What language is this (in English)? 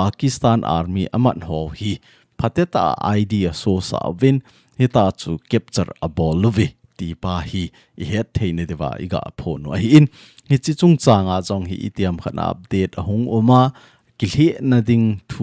Thado Chin